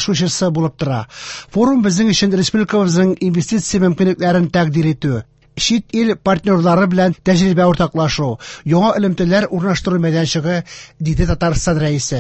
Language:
Tatar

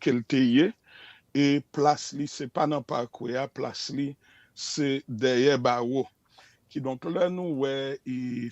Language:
Haitian Creole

